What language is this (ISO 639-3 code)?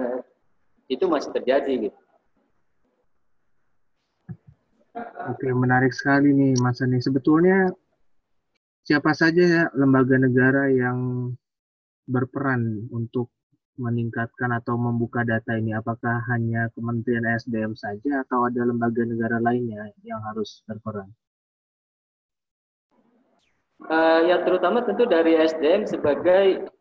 ind